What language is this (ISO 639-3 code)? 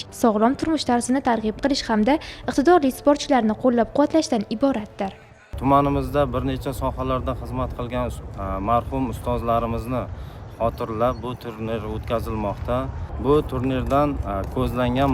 uzb